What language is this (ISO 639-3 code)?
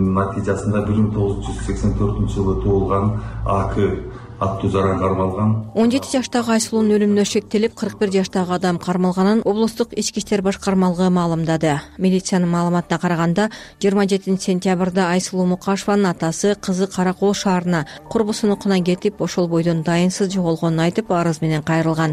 kir